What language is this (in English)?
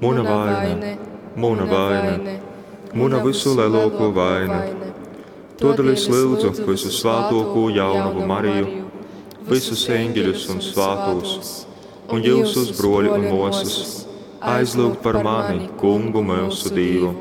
Latgalian